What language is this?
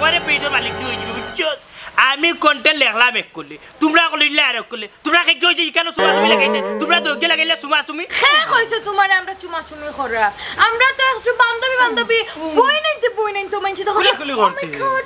Sylheti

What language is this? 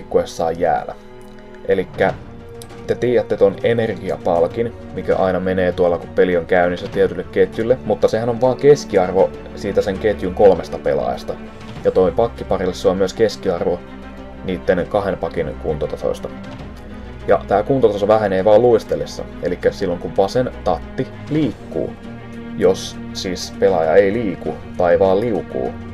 Finnish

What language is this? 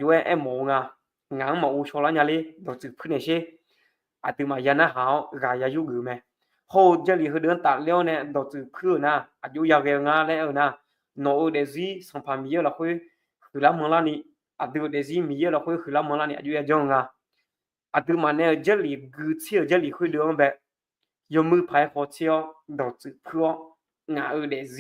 Akha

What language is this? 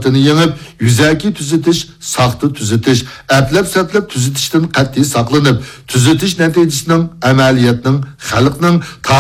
Uyghur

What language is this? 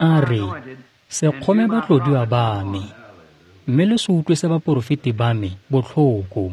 Tswana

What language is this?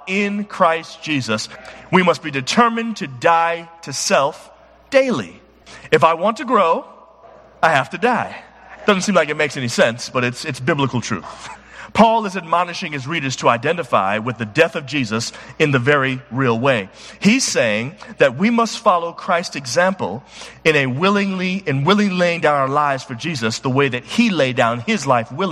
English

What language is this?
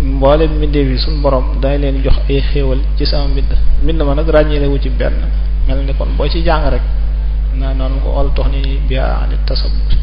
Wolof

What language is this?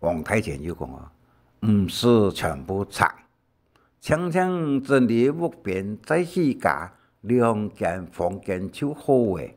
Hakka Chinese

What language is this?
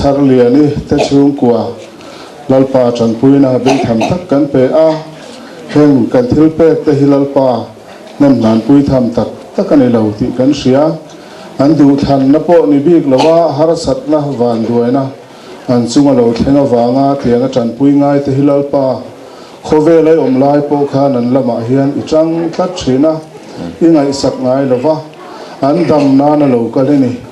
Mizo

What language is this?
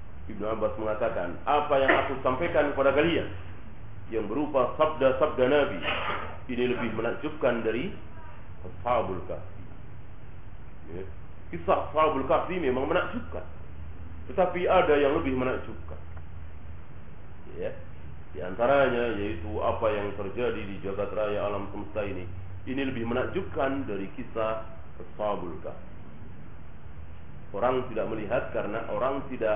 Indonesian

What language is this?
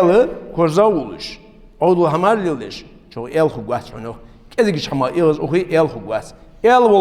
Ingush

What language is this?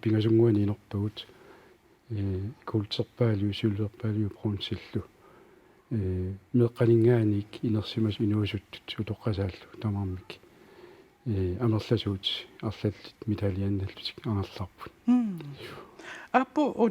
Kalaallisut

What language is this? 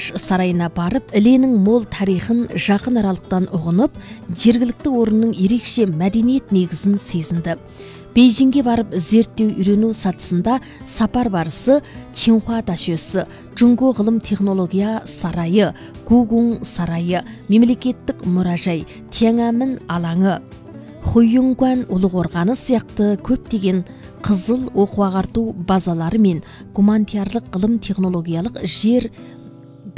Kazakh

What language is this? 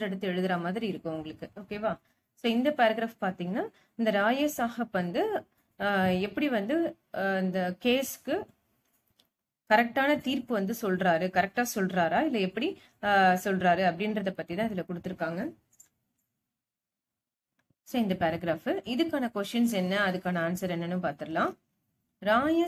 Tamil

